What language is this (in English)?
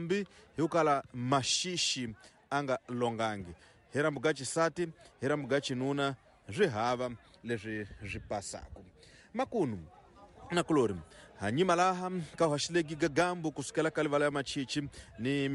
Tsonga